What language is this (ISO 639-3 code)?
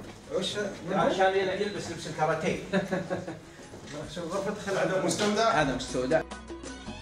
ara